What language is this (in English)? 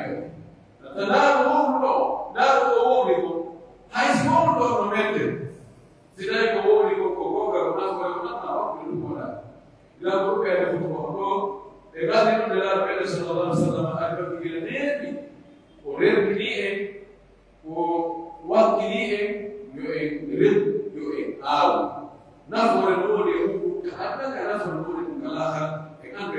Pular